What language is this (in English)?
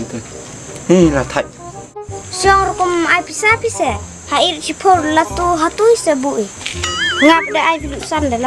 Khasi